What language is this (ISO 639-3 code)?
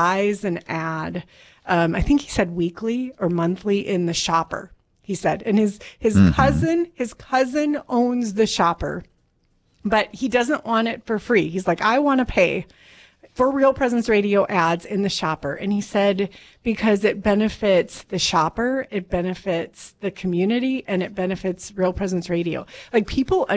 eng